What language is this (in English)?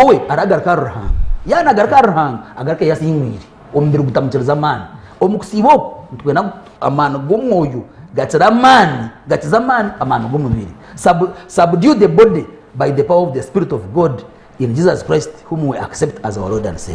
Nyankole